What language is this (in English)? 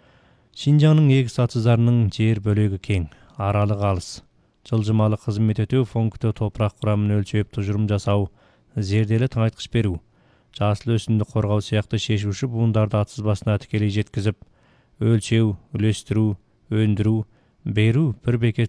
Kazakh